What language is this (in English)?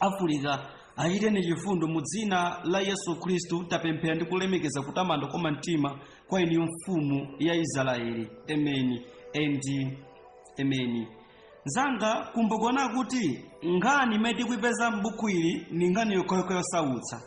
Nyanja